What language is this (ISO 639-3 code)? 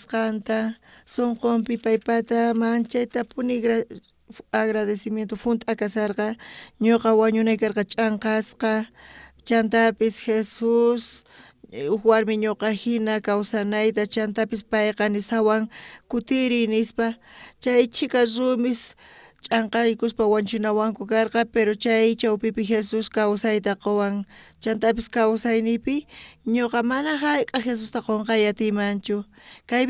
quh